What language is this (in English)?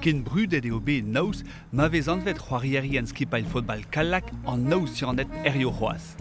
Breton